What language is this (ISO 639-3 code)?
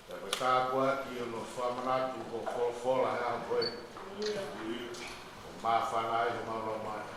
ton